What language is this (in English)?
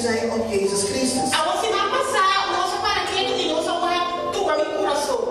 Papiamento